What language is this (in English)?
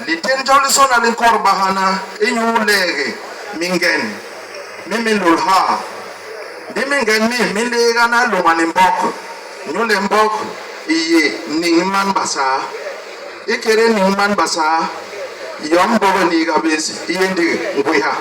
Basaa